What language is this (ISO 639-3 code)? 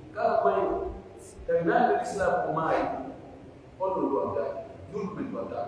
fuf